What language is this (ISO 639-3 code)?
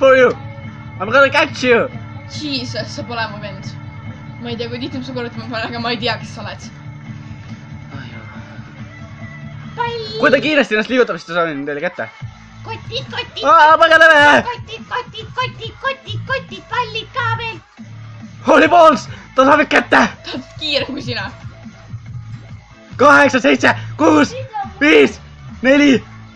est